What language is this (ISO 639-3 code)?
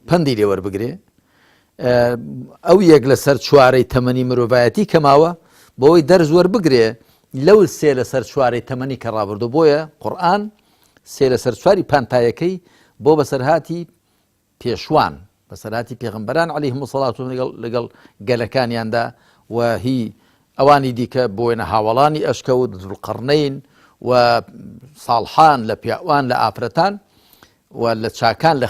ckb